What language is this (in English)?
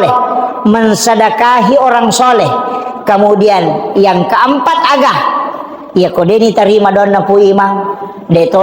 Buginese